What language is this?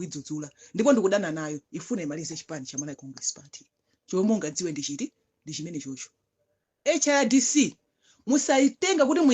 Nyanja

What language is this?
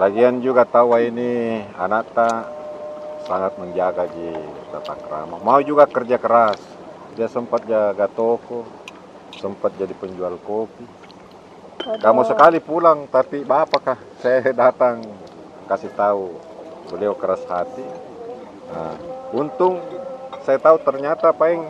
Makassar Malay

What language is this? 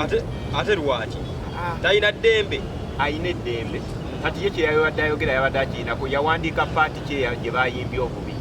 Ganda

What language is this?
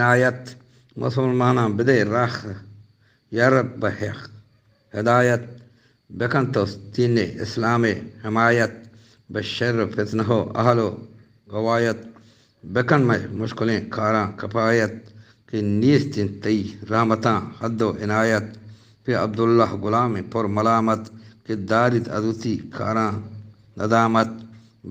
Eastern Balochi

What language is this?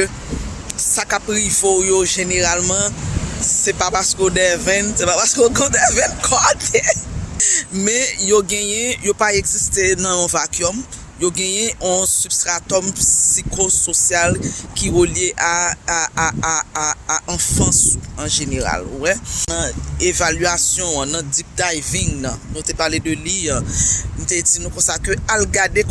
Haitian Creole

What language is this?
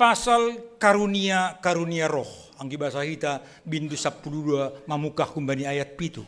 Batak Simalungun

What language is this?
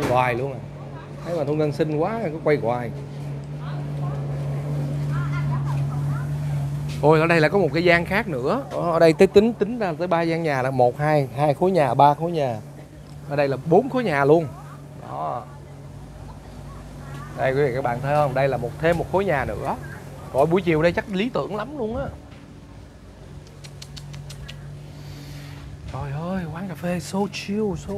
Vietnamese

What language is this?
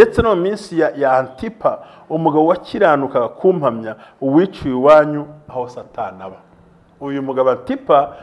Kinyarwanda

